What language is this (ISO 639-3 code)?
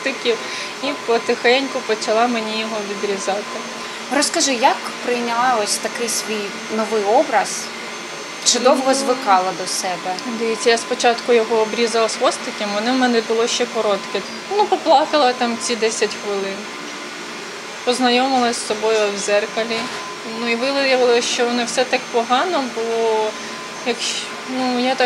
ukr